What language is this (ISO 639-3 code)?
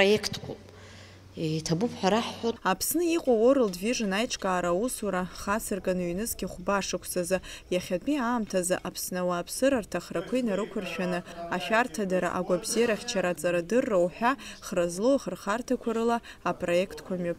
abk